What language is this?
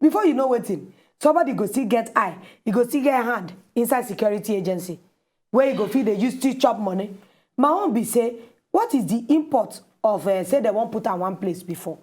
Nigerian Pidgin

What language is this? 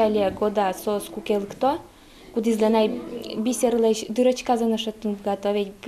Udmurt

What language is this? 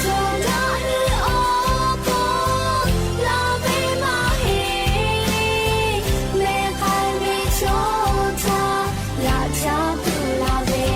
Lahu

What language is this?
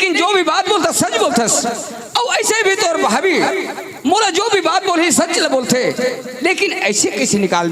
Chhattisgarhi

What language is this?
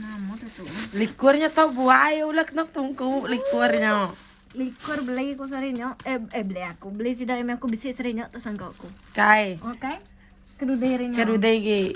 Iban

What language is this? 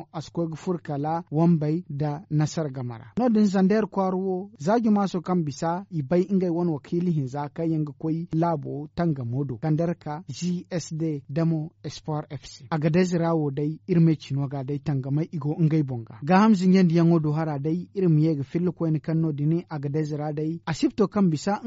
Zarma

